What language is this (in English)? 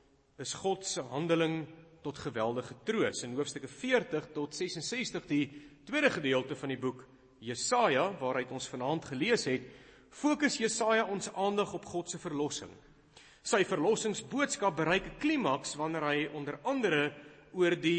Afrikaans